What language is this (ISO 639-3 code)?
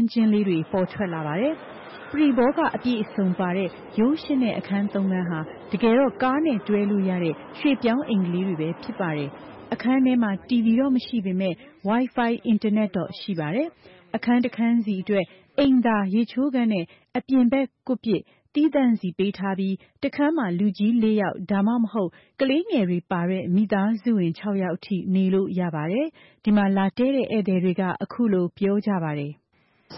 mya